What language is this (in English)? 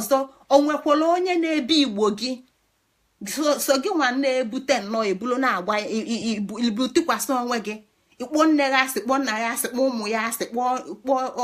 Igbo